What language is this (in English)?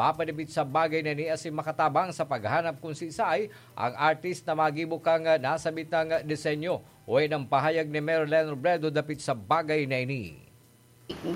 Bikol